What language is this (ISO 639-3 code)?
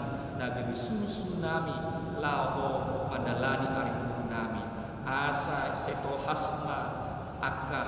bbc